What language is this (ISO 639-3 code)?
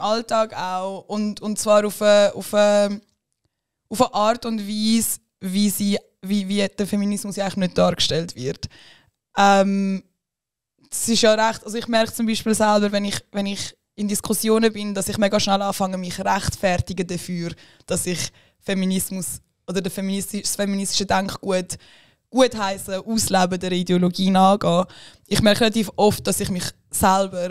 gsw